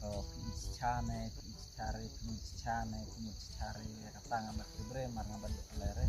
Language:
Khasi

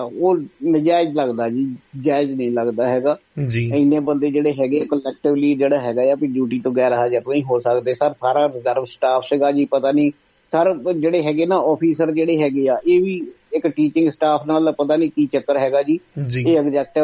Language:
Punjabi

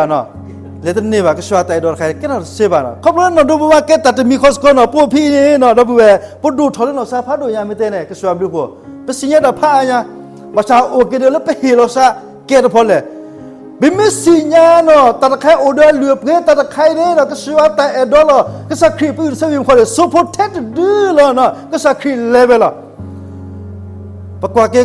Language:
S'gaw Karen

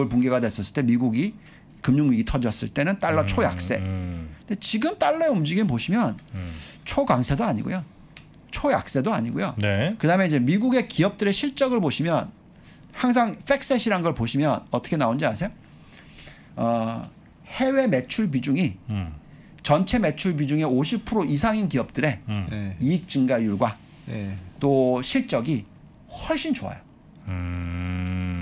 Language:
Korean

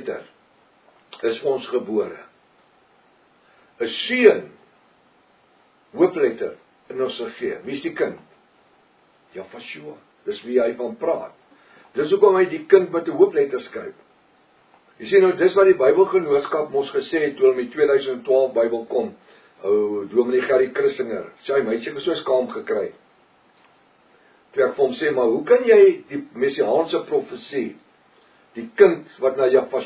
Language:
Afrikaans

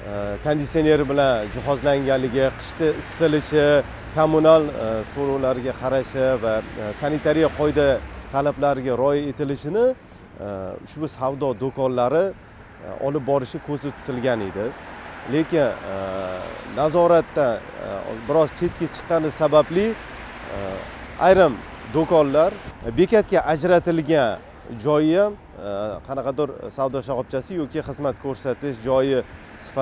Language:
Uzbek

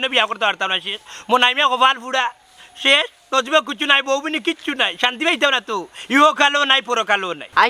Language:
Sylheti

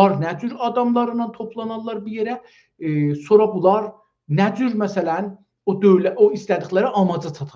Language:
South Azerbaijani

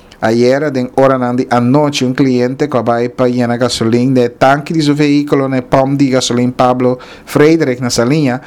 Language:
Papiamento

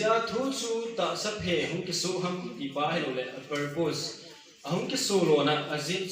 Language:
Thado Chin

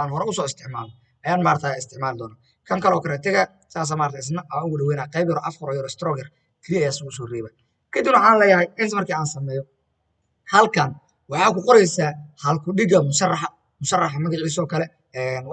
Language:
Somali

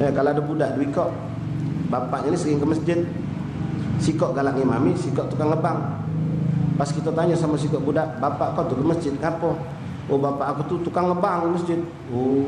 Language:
Musi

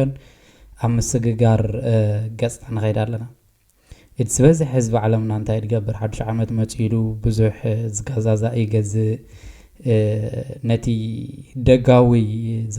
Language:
Tigrinya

